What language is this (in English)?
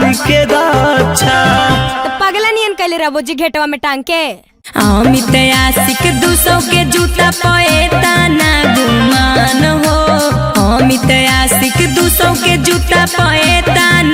Magahi